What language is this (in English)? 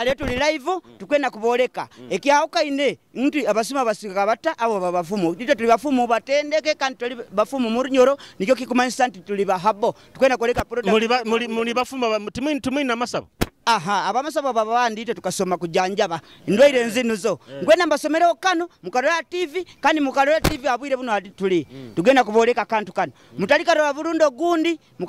Nyoro